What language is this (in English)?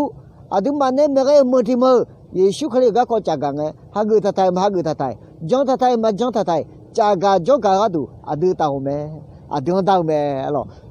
Akha